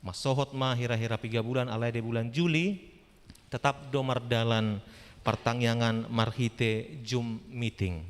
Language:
Batak Toba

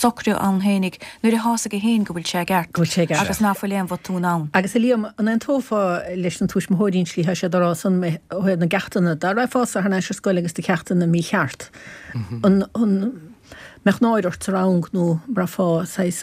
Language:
Irish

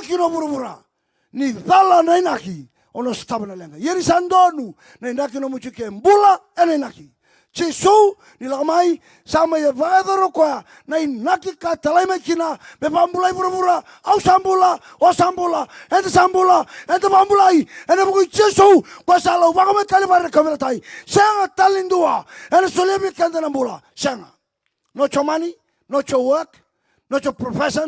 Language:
Fijian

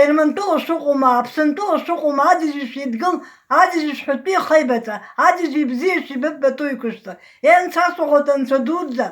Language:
Abkhazian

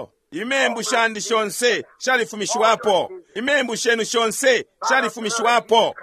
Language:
Bemba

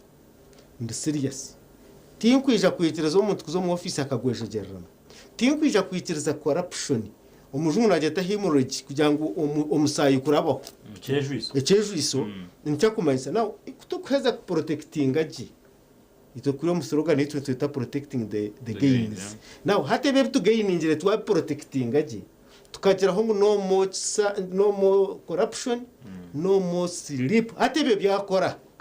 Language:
Nyankole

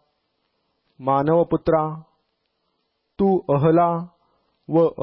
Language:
Marathi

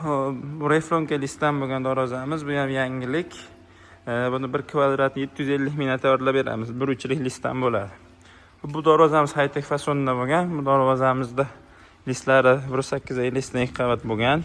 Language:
Uzbek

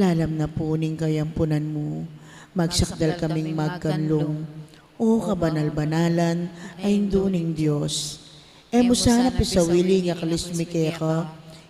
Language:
Pampanga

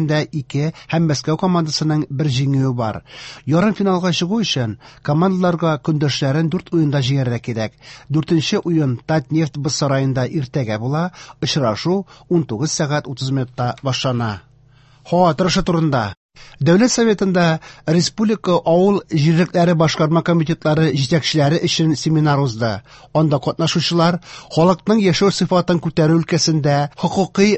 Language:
Tatar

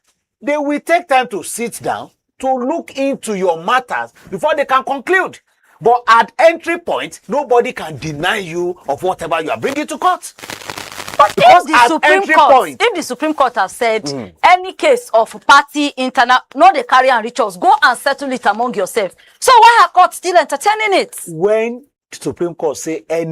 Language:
Nigerian Pidgin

